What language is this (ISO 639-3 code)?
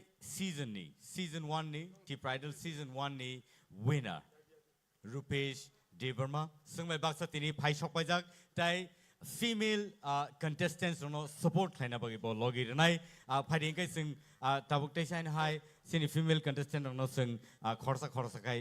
trp